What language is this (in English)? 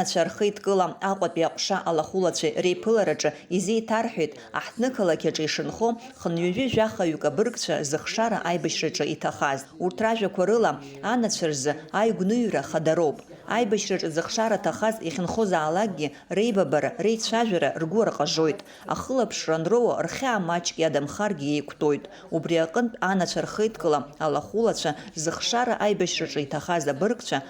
Abkhazian